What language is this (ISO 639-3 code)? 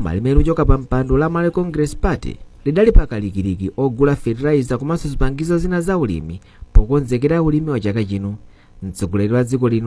nya